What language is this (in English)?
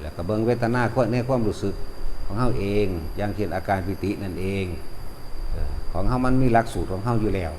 Lao